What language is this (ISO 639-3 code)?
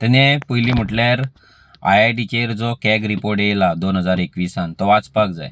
kok